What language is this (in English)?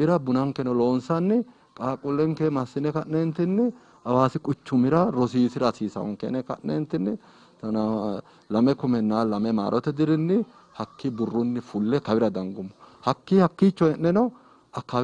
Sidamo